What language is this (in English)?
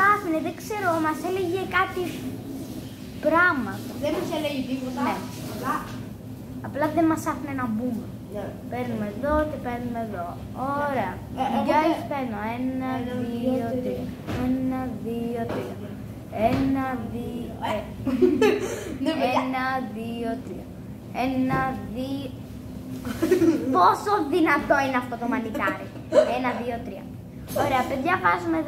Greek